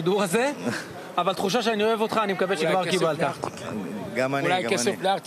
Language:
Hebrew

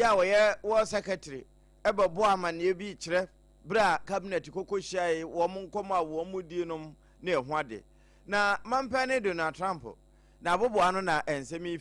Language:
Akan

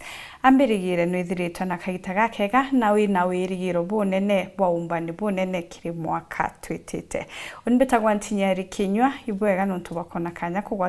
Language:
Meru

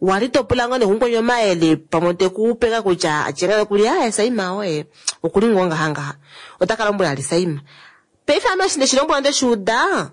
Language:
Kuanyama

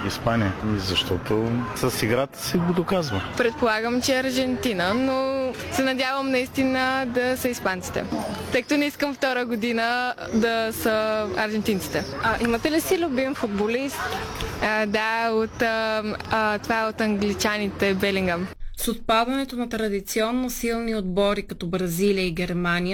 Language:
Bulgarian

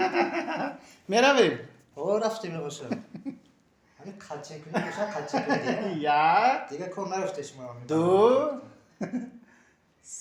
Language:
Tajik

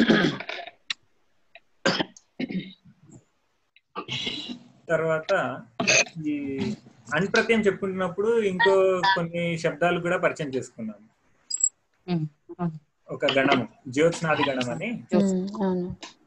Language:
Telugu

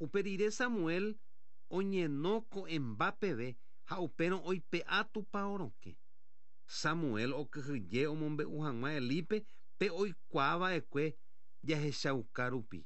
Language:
Guarani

